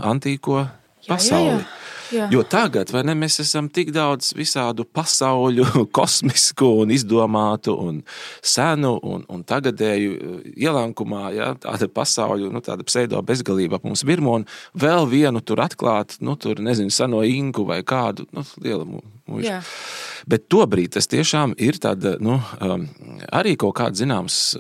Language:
Latvian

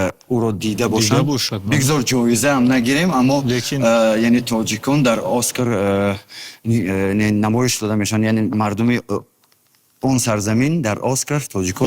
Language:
Tajik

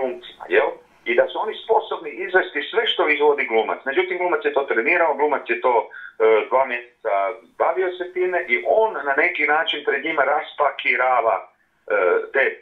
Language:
Croatian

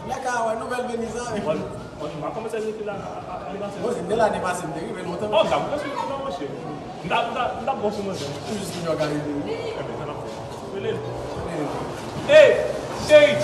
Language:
Haitian Creole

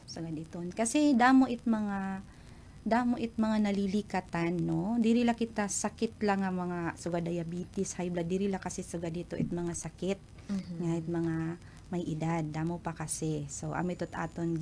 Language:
Waray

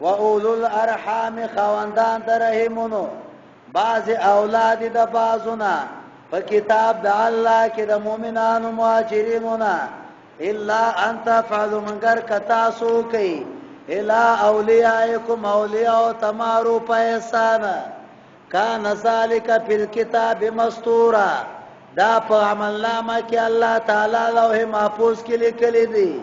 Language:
Pashto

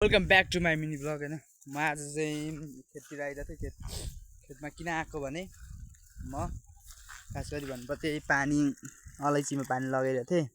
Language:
Nepali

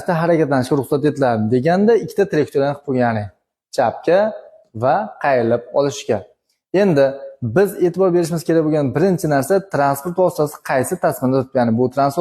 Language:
Uzbek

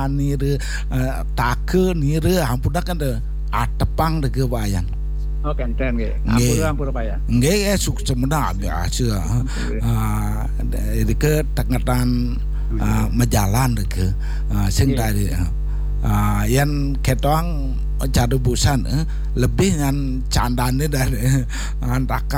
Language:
Balinese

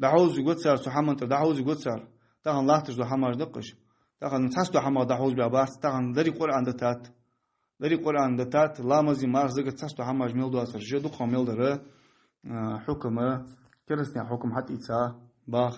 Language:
Ingush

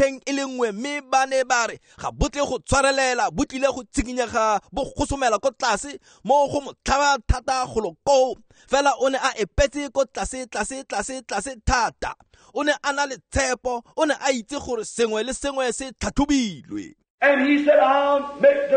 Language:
Tswana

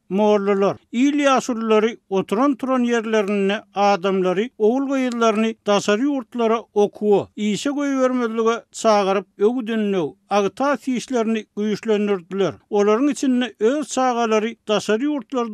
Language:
Turkmen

